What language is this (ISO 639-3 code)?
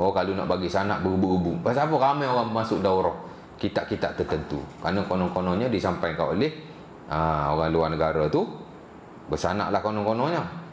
msa